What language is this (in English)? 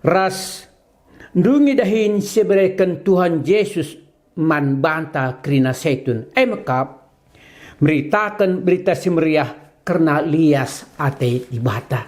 Batak Karo